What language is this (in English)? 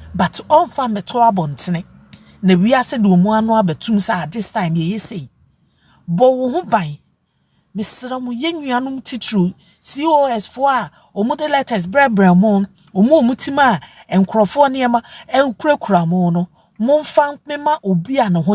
Akan